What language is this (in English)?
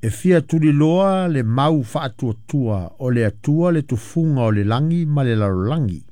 Samoan